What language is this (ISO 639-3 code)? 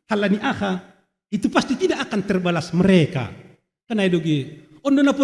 bts